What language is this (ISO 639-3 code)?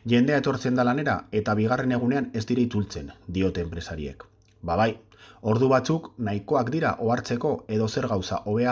eus